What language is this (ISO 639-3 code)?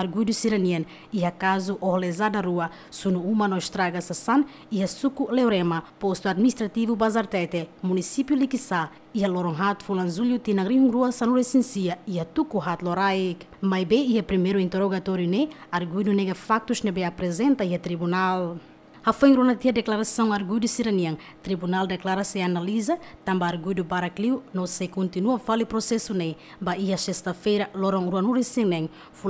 tet